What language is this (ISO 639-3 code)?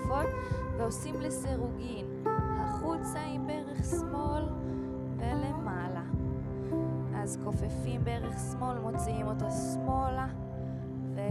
heb